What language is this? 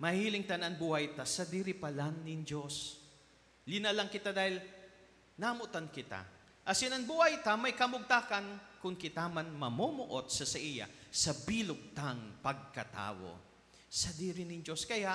Bikol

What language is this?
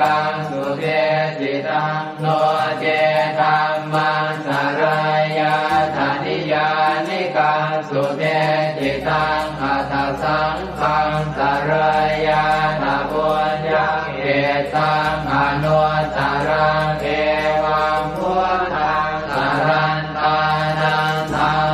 Pali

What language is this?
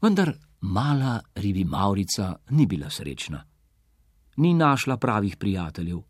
Slovenian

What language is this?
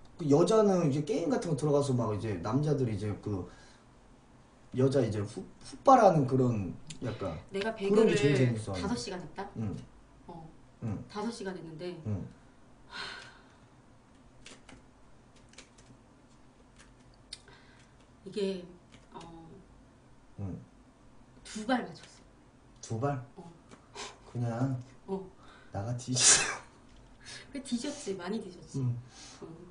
Korean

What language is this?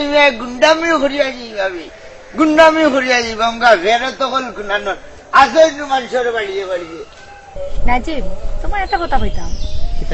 Sylheti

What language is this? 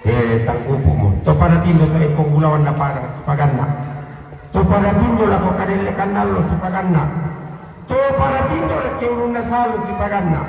Toraja-Sa'dan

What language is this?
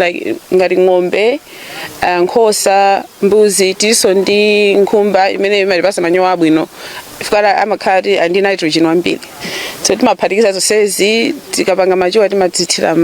Nyanja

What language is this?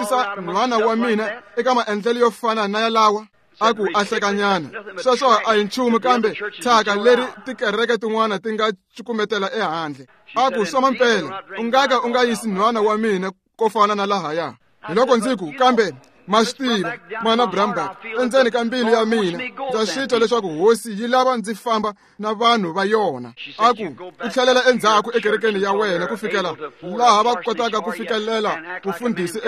Tsonga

